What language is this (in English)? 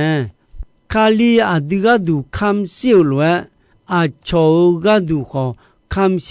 Akha